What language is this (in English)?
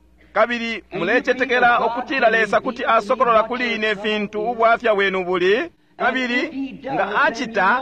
Bemba